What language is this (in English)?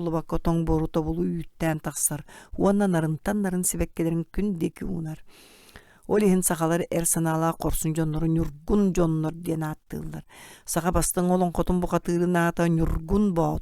Yakut